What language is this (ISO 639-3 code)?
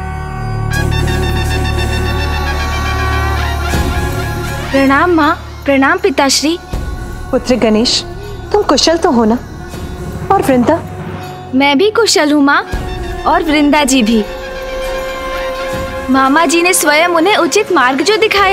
hin